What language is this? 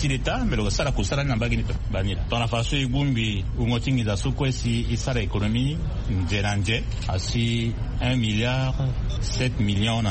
Sango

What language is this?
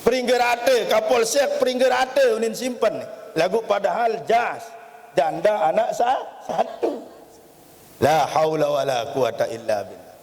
Sasak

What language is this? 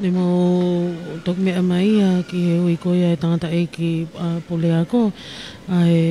Tongan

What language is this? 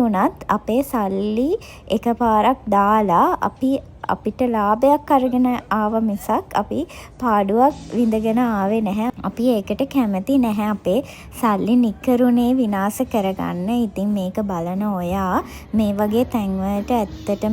Sinhala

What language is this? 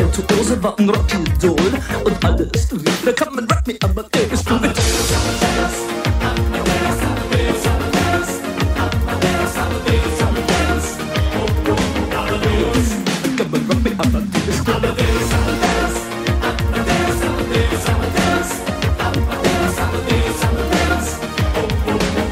German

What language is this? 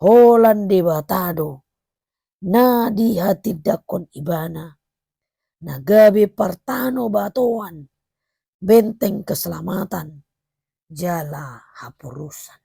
Batak Toba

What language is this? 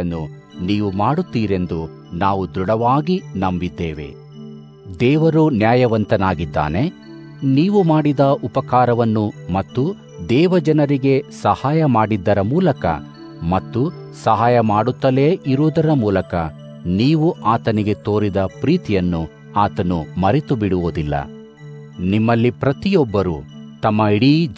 Kannada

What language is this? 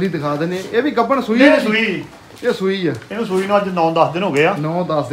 Punjabi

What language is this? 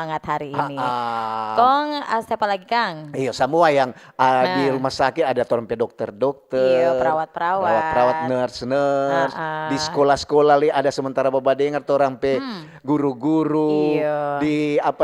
Manado Malay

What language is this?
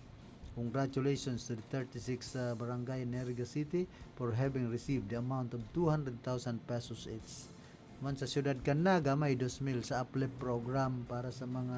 Bikol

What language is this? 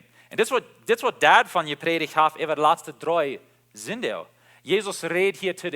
Plautdietsch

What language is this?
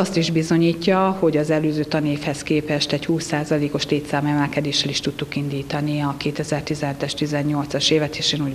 Hungarian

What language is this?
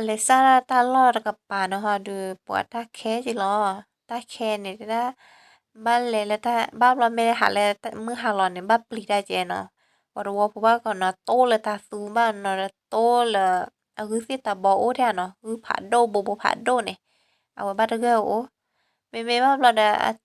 S'gaw Karen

